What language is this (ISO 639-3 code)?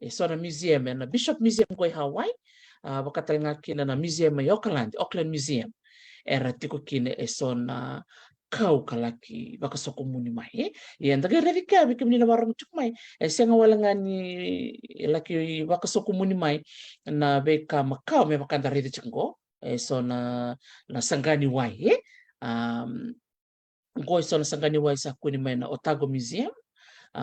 fij